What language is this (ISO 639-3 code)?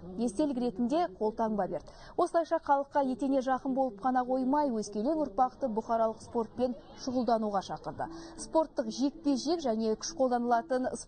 kaz